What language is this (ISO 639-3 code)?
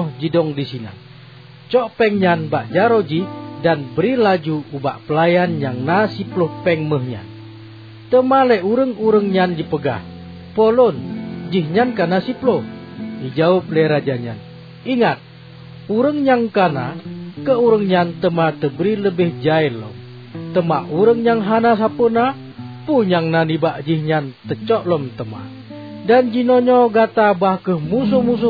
ace